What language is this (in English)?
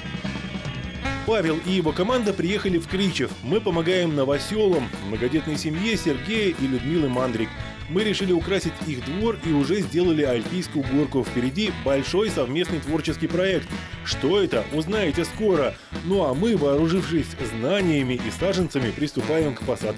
Russian